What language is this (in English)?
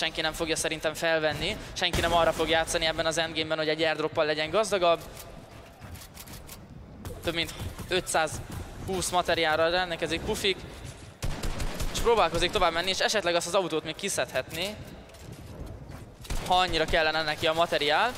Hungarian